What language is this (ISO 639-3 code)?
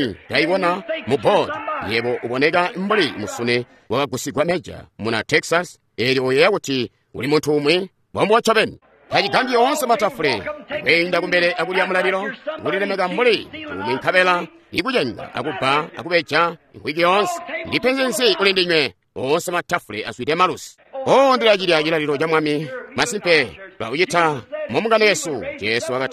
toi